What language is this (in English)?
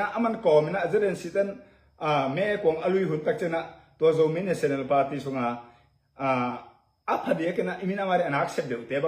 Tedim Chin